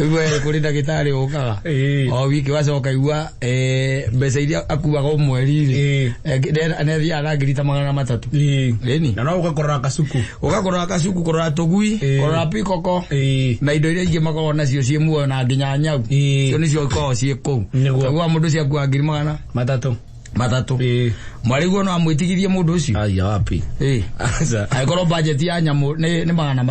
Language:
Kikuyu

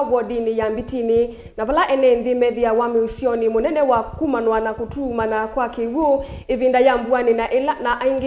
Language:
Kamba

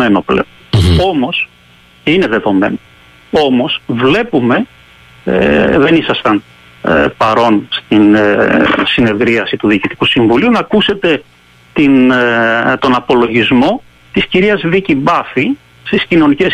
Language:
Greek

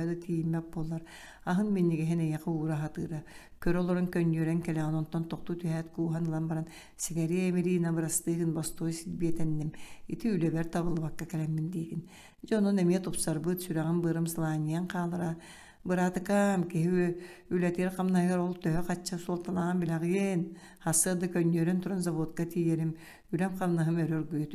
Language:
Yakut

